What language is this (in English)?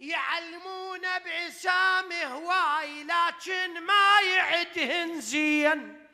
Mesopotamian Arabic